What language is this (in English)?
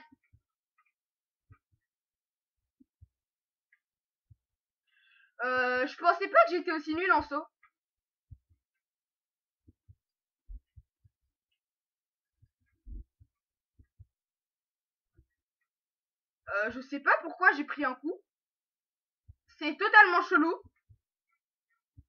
French